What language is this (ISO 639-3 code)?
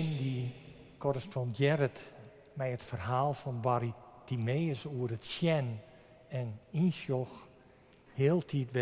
fry